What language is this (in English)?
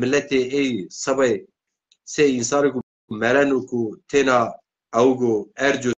Zaza